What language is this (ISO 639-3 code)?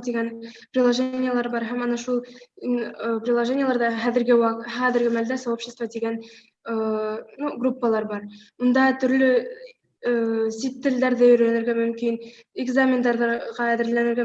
bak